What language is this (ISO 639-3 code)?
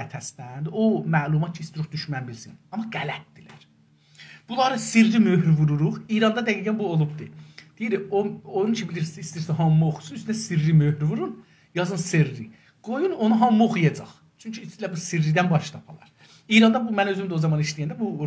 azb